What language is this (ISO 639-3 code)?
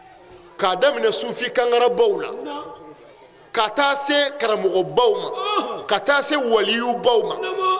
bam